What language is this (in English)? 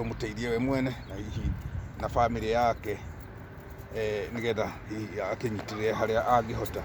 Kikuyu